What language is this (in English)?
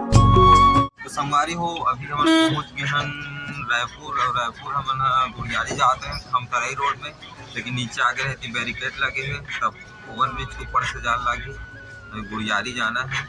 Chhattisgarhi